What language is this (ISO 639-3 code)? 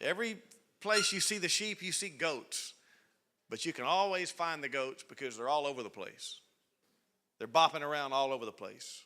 eng